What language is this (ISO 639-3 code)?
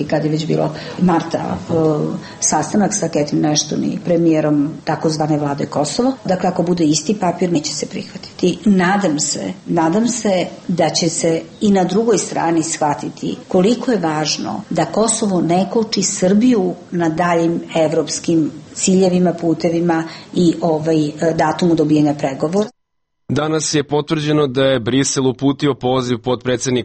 srp